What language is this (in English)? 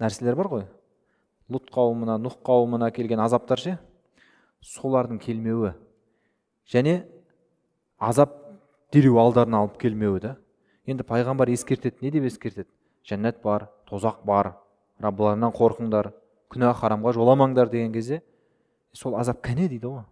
Kazakh